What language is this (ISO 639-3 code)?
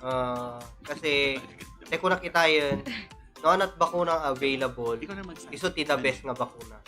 ilo